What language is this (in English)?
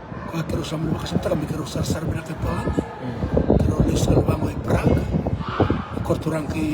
Fijian